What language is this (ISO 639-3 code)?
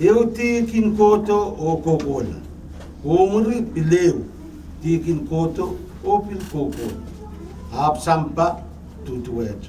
pon